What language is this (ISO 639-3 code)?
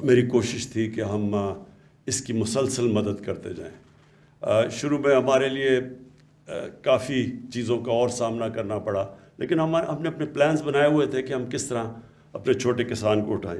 urd